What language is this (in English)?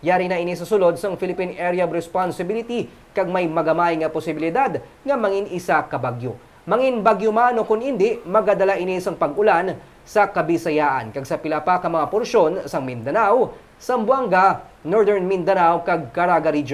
Hiligaynon